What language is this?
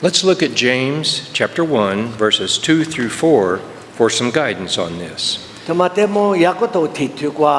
Lisu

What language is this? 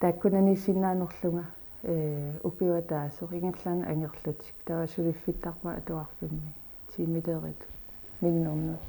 Kalaallisut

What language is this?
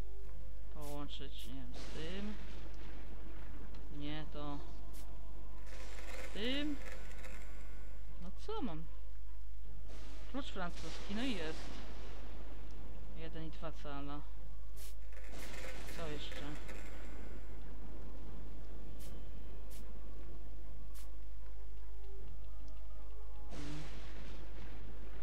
Polish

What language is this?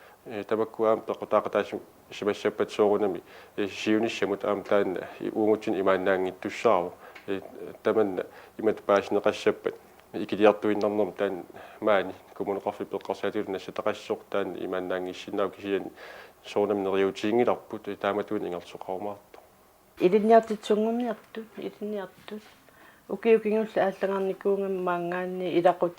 Kalaallisut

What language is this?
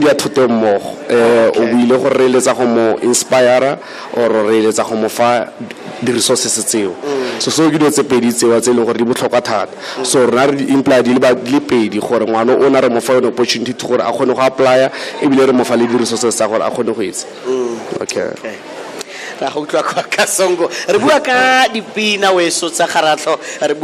Tswana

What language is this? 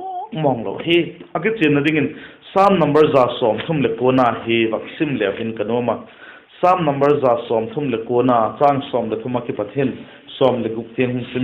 Vaiphei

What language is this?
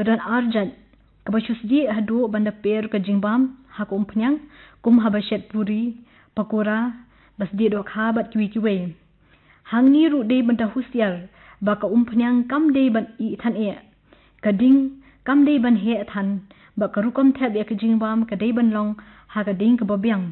Khasi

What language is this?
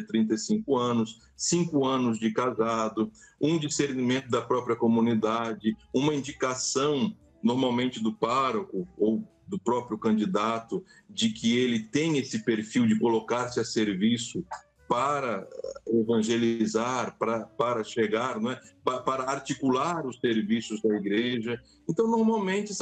Portuguese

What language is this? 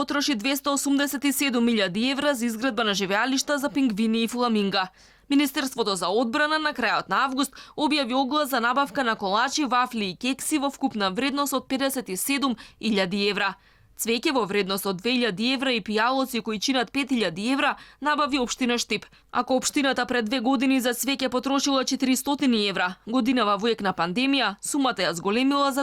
Macedonian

